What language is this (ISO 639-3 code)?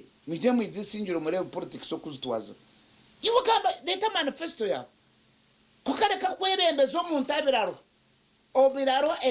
nyn